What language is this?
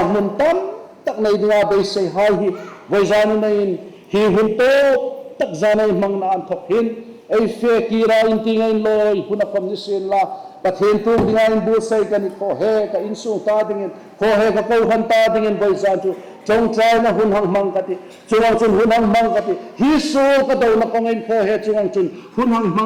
Hmar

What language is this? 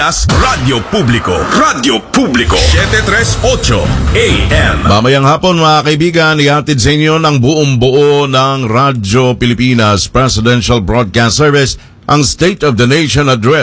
Filipino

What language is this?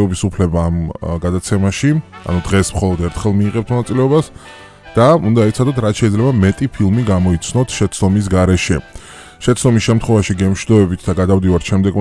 Georgian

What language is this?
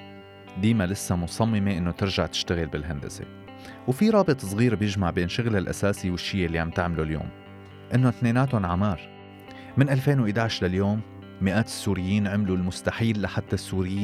North Levantine Arabic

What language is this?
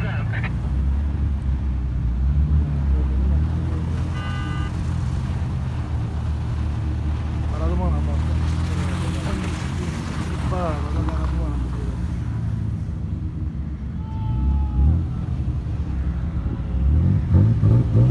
Turkish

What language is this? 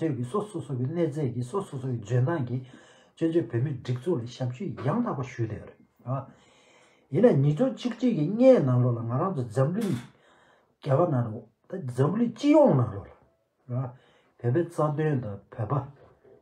Tibetan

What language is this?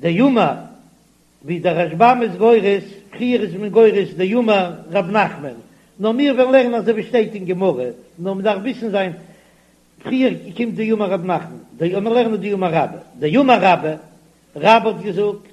Yiddish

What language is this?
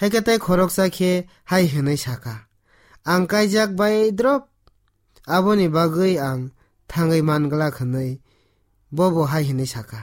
Kok Borok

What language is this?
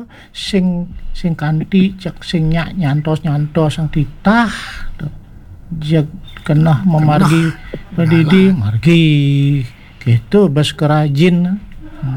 Balinese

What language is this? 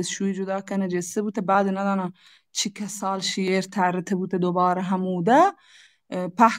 Baluchi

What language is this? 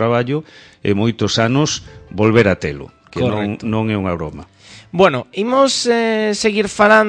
Galician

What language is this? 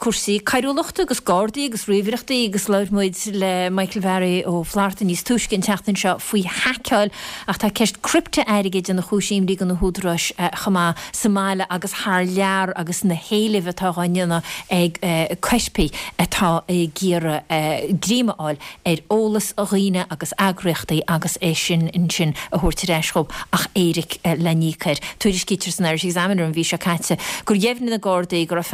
Irish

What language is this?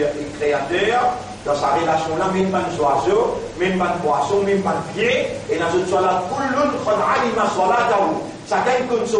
Morisyen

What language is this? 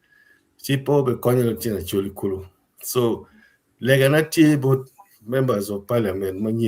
Acoli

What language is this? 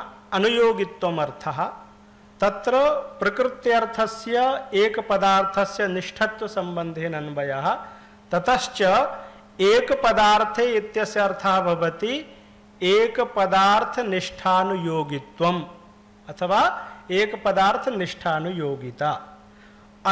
Sanskrit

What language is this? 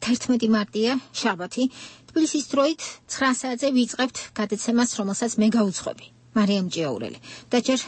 Georgian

